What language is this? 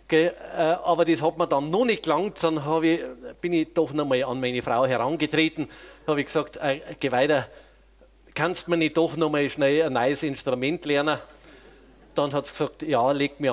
Bavarian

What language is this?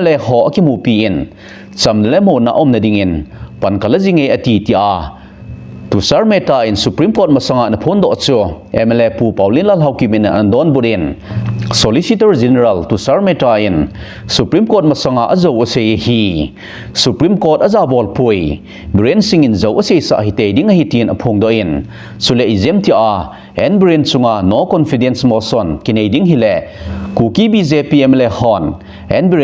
Thado Chin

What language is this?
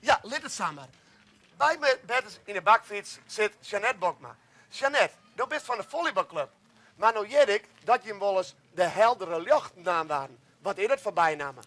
Western Frisian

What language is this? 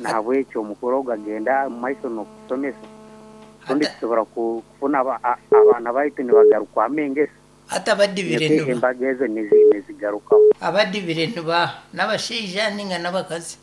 Nyoro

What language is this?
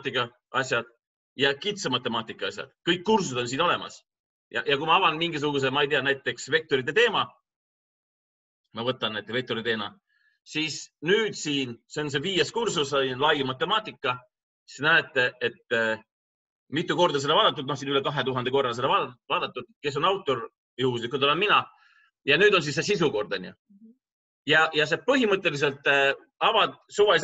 Estonian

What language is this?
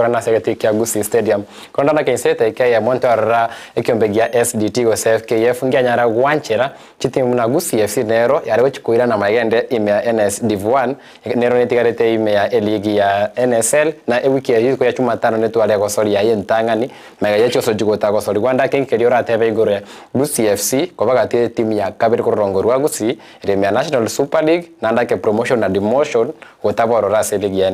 Gusii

